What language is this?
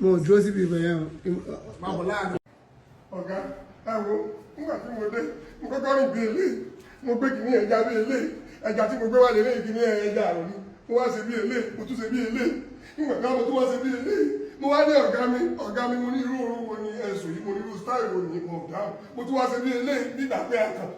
Yoruba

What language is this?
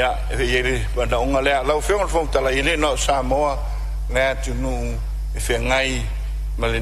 Samoan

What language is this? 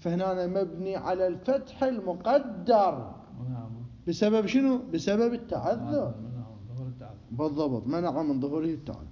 Mesopotamian Arabic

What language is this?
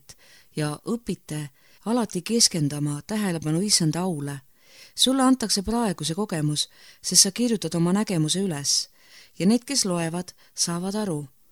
Estonian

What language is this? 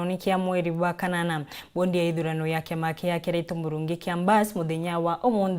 Meru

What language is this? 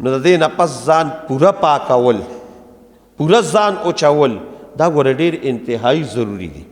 Pashto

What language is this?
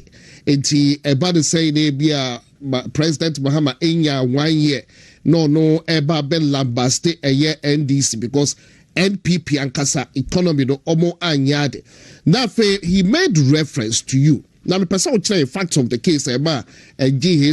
Akan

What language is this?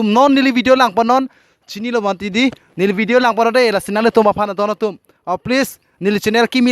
Karbi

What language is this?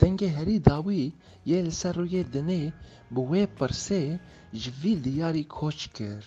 Kurdish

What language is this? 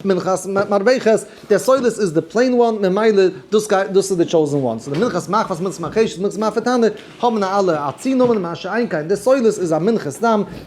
Yiddish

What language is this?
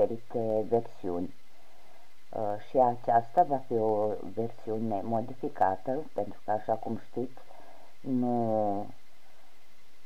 Romanian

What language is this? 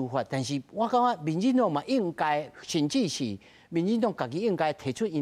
Min Nan Chinese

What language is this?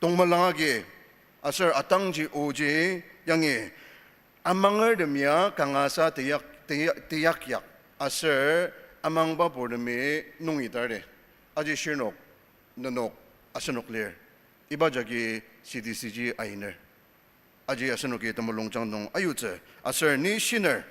Ao Naga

